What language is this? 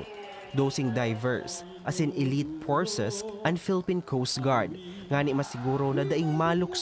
Bikol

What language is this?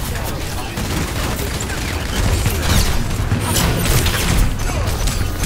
English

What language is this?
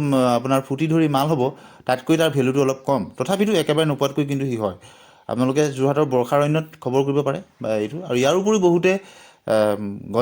Assamese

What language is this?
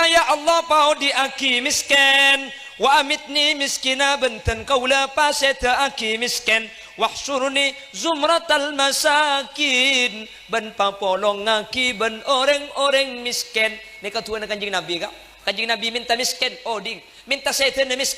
Madurese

